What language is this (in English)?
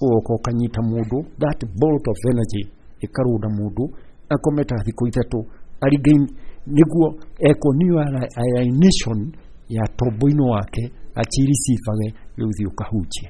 Kikuyu